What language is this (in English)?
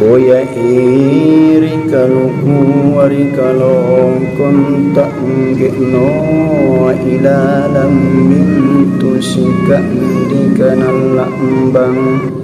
Makasar